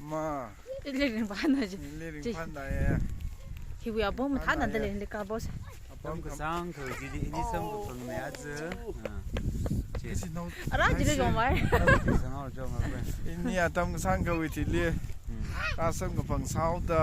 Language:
Tangkhul Naga (India)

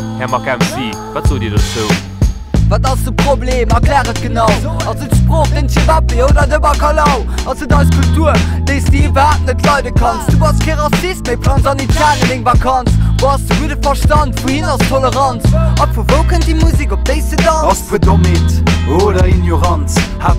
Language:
Luxembourgish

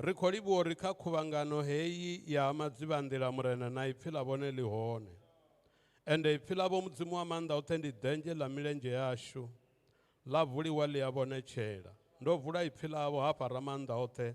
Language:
Venda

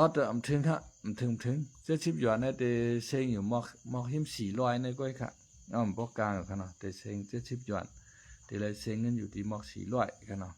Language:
Shan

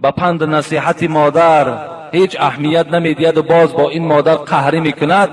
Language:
Tajik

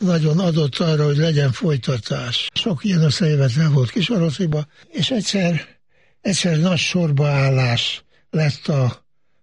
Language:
Hungarian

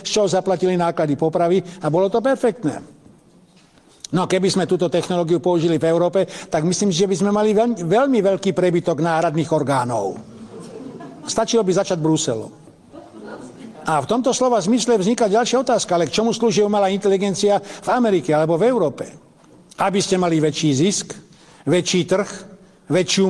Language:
Slovak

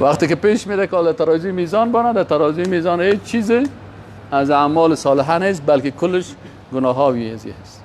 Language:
Persian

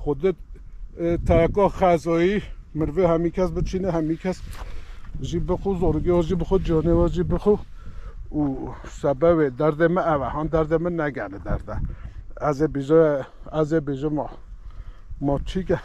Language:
Kurdish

